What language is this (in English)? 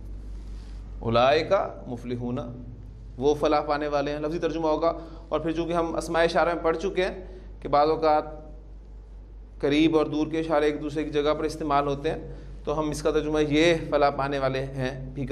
Urdu